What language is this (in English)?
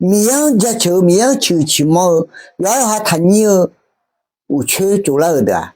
Akha